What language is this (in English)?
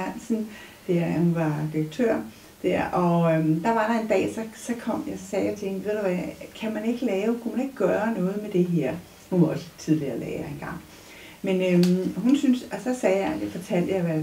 Danish